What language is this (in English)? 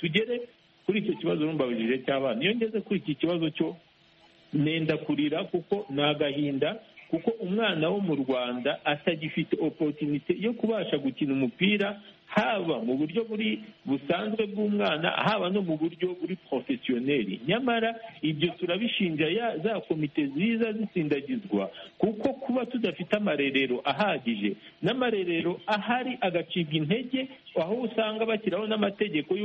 Kinyarwanda